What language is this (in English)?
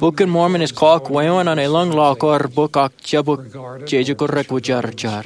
Marshallese